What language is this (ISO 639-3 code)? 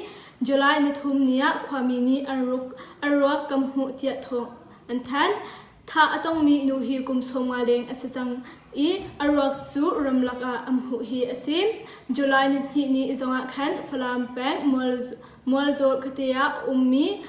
cnh